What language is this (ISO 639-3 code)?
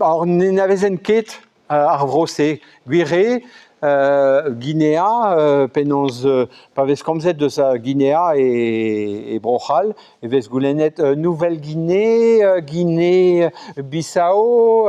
bre